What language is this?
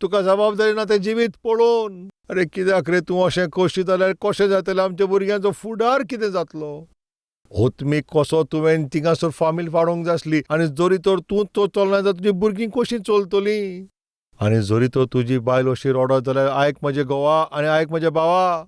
Konkani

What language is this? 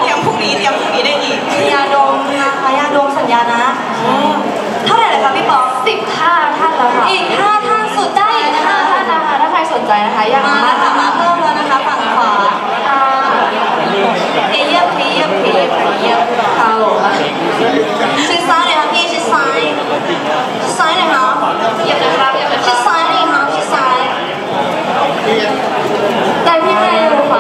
Thai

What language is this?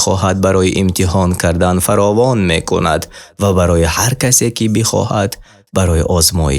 Tajik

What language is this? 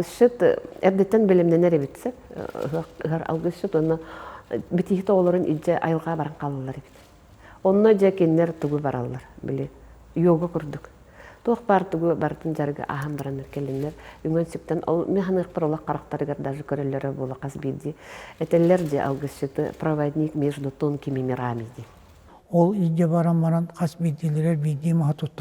Yakut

